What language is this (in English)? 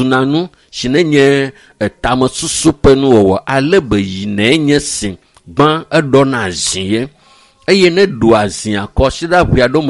Ewe